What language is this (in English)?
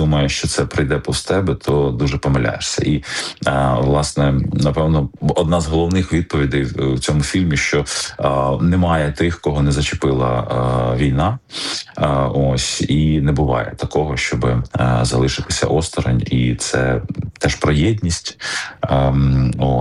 Ukrainian